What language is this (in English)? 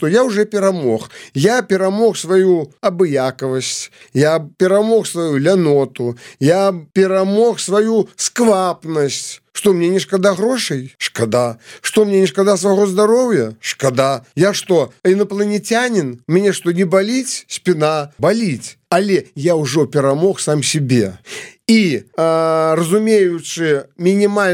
Belarusian